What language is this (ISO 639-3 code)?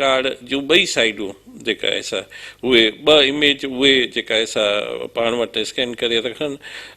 snd